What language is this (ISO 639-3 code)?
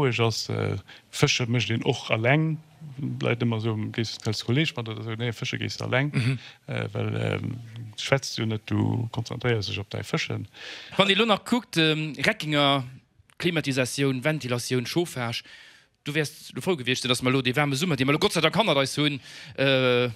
ltz